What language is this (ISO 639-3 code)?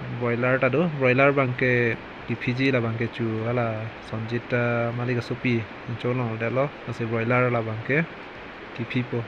mjw